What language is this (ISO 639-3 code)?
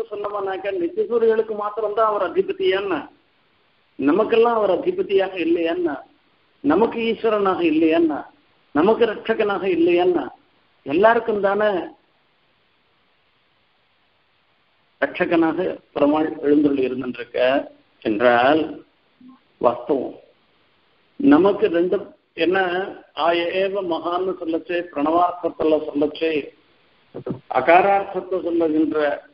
tam